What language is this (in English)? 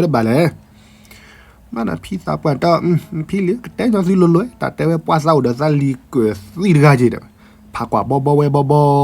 S'gaw Karen